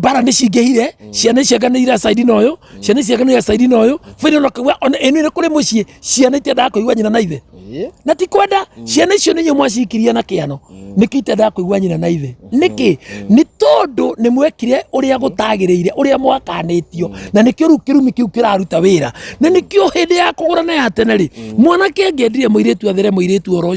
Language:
Kikuyu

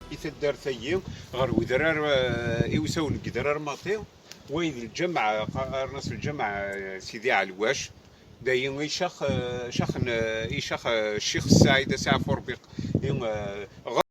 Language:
Kabyle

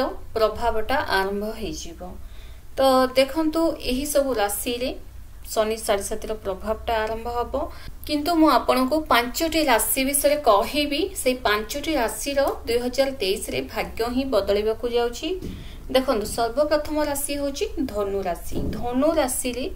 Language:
Odia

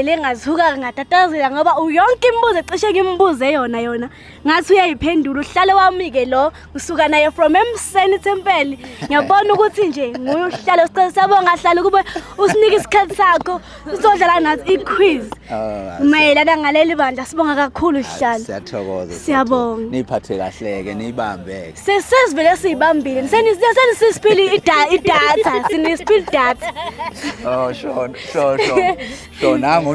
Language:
Zulu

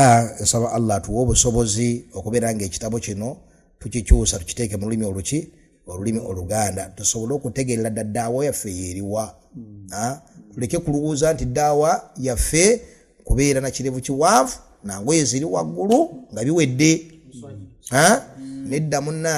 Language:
Ganda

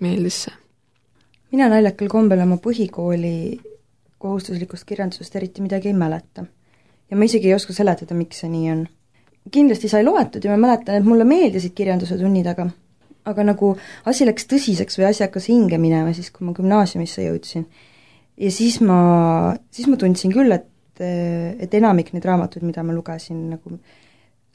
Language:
Estonian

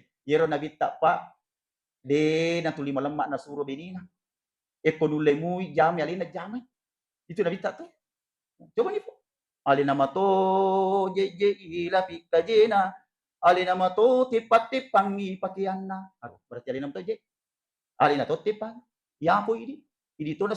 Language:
Buginese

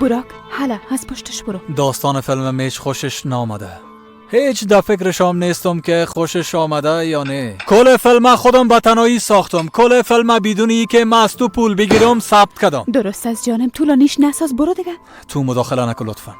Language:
Persian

